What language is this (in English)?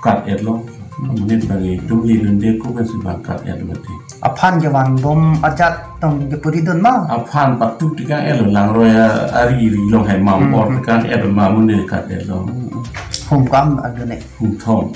Karbi